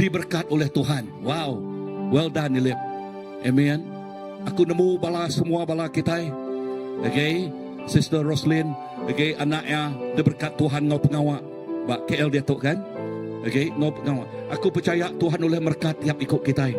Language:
Iban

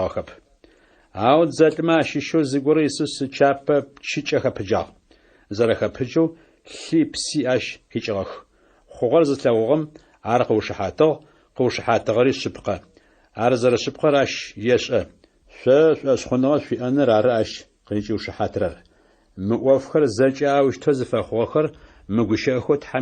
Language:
Adyghe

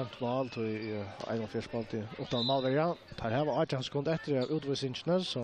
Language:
Faroese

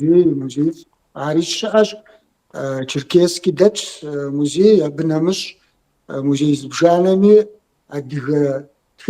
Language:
Kabardian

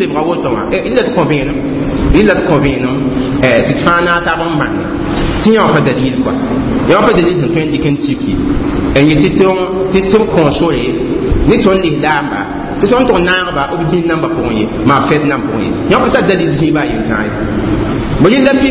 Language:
Mossi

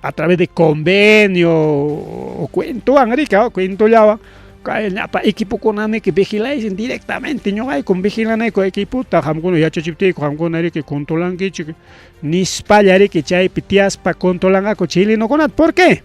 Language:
Ayacucho Quechua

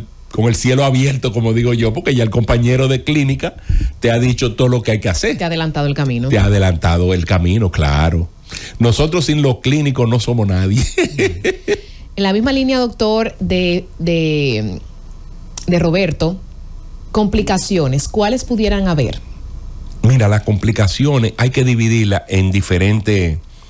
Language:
Spanish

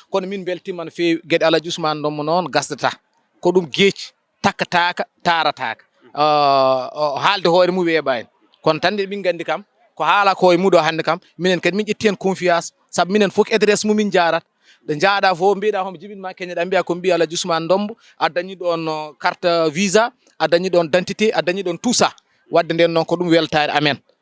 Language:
Fula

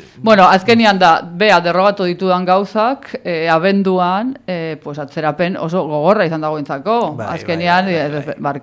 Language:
Basque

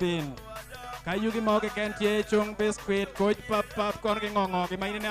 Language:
Acoli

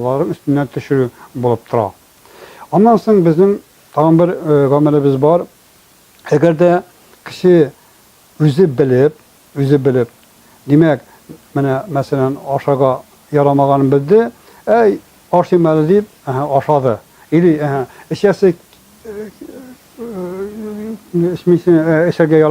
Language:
Tatar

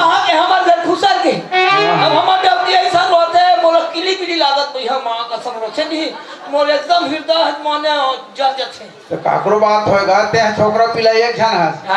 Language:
Chhattisgarhi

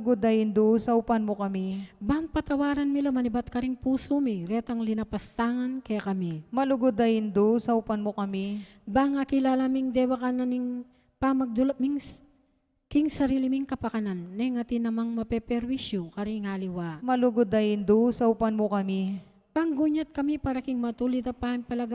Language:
Pampanga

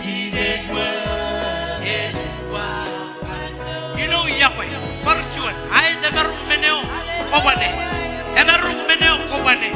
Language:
Marshallese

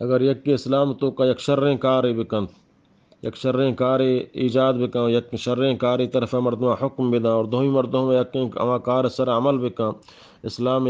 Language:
Eastern Balochi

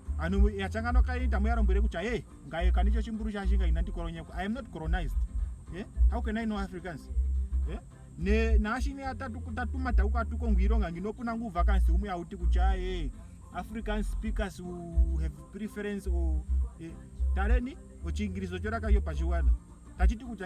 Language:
Ndonga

